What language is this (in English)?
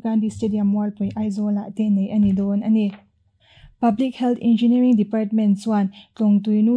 Mizo